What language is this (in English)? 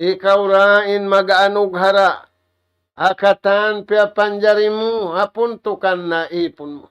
Tausug